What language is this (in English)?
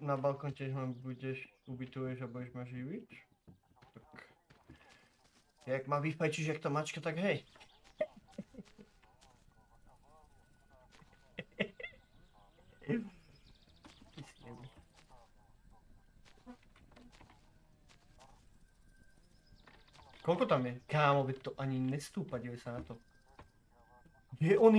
Slovak